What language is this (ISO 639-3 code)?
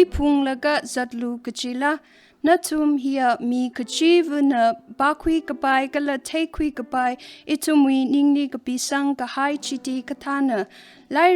nmf